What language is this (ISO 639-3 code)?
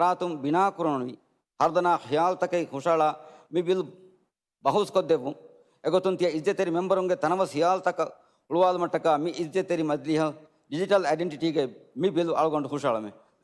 div